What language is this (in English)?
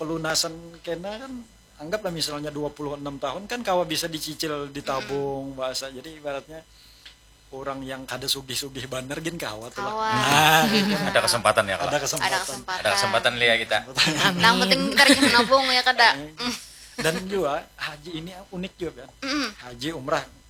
Banjar